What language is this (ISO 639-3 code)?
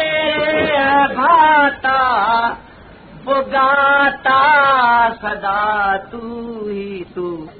urd